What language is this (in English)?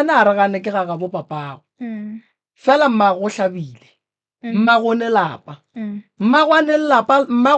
Northern Sotho